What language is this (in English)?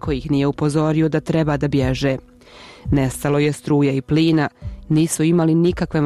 Bosnian